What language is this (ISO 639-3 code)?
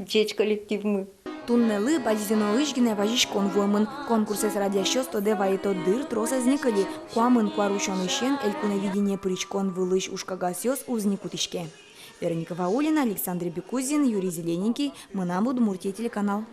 udm